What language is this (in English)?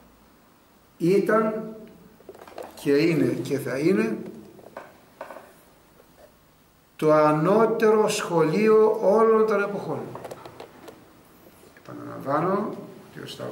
Greek